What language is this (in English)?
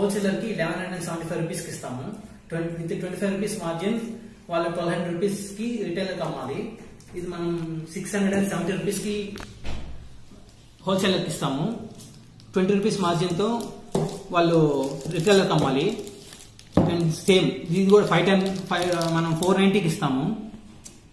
Telugu